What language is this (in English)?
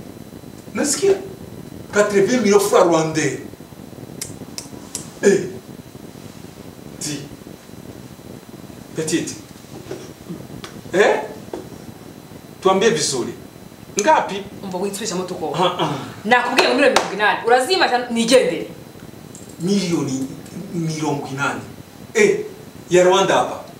Kinyarwanda